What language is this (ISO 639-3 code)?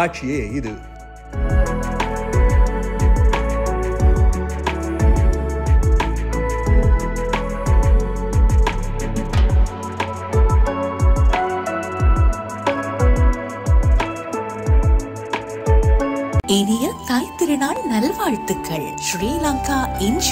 tam